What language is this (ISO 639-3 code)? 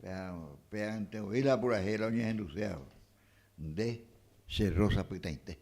grn